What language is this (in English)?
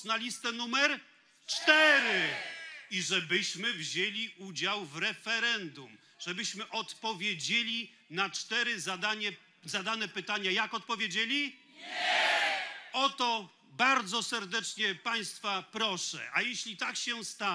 Polish